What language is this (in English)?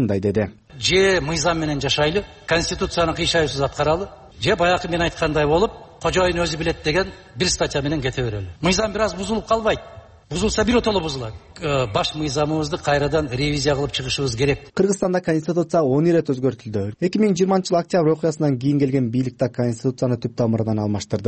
Kyrgyz